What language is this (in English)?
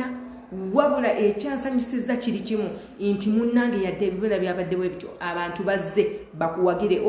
Ganda